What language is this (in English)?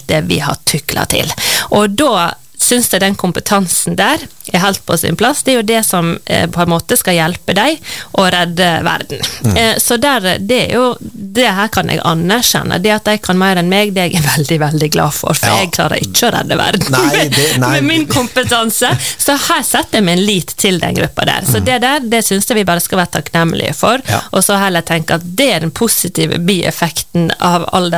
Norwegian